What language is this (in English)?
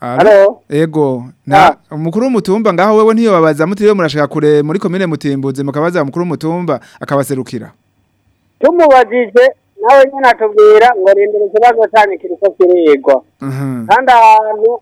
Rundi